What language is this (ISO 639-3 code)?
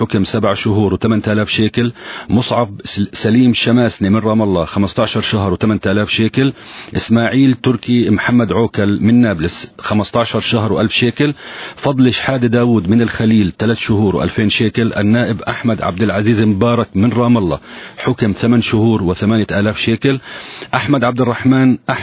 ara